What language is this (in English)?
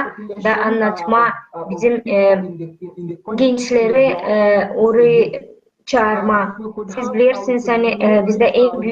Gagauz